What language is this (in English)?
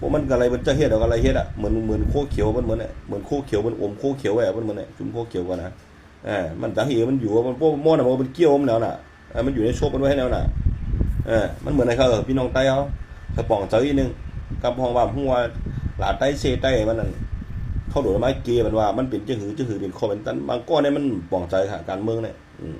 Shan